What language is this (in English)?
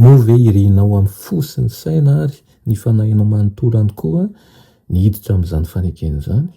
Malagasy